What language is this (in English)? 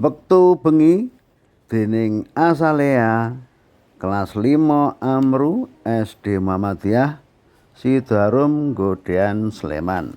Javanese